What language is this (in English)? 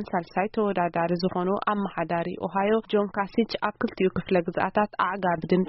Tigrinya